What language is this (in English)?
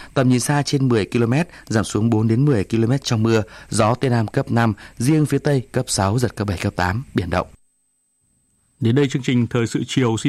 Vietnamese